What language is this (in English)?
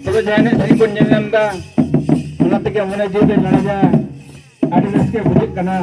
Santali